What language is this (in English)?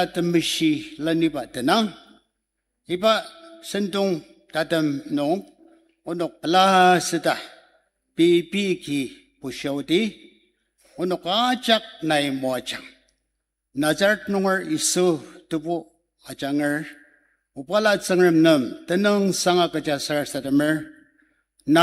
Ao Naga